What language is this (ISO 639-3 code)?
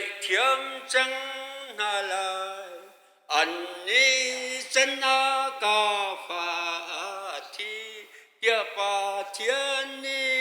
cnh